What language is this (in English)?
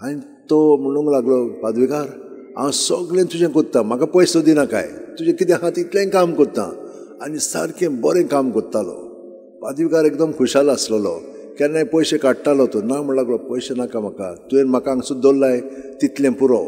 Konkani